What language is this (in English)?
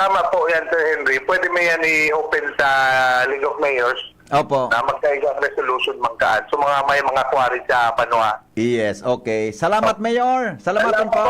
Bikol